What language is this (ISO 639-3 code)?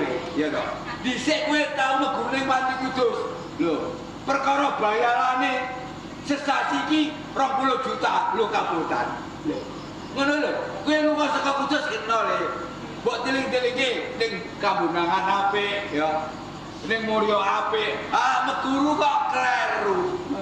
jav